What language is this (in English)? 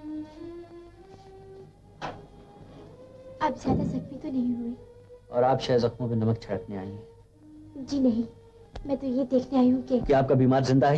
Hindi